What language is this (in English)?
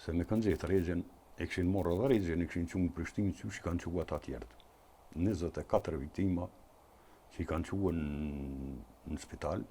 Albanian